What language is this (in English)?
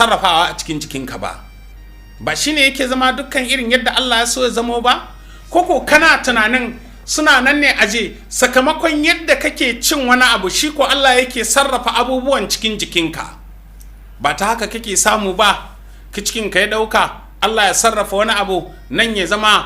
Hausa